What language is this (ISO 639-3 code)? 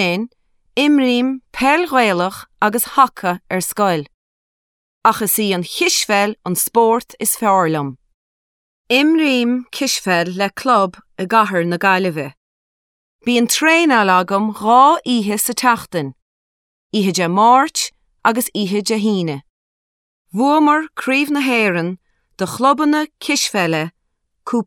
gle